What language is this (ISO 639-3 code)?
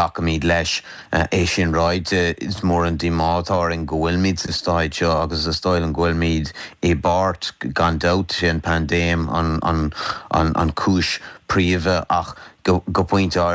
gle